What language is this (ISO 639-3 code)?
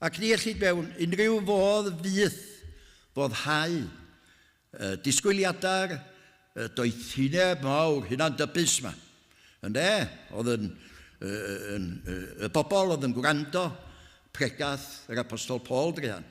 cym